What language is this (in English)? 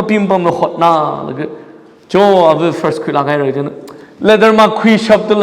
Tangkhul Naga (India)